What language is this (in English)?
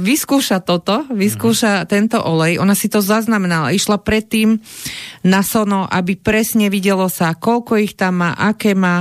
Slovak